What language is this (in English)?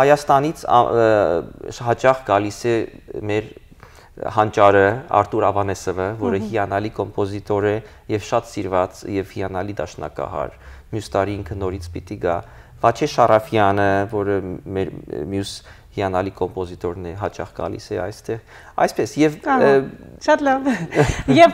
Western Armenian